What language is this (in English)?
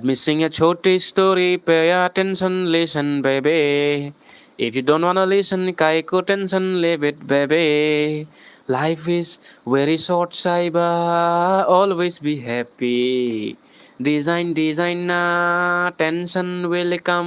Karbi